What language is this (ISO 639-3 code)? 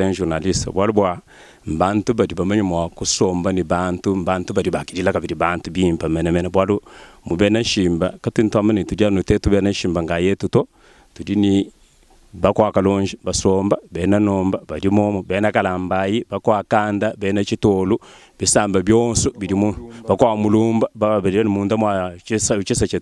lua